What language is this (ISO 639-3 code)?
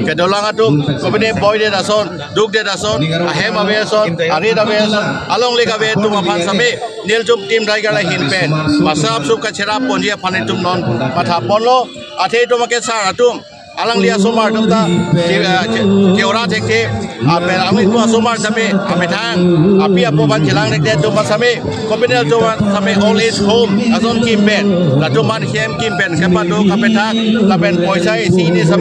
mjw